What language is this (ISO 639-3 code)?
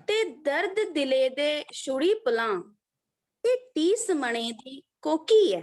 doi